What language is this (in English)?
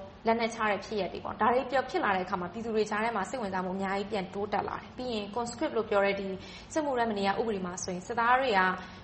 Burmese